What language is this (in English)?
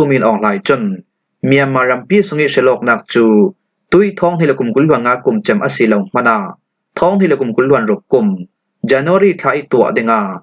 Falam Chin